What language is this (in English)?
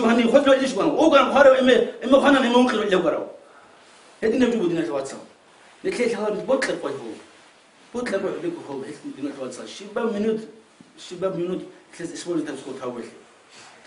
Avaric